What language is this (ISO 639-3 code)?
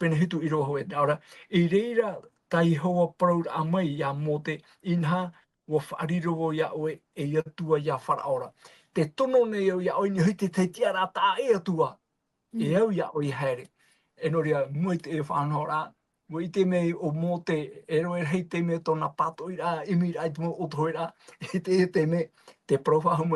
tah